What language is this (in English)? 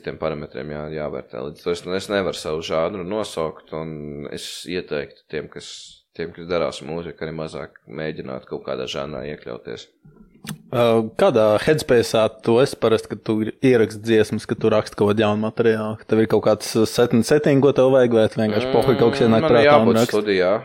Latvian